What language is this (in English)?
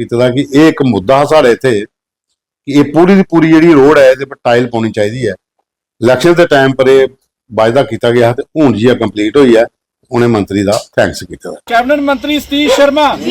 Dogri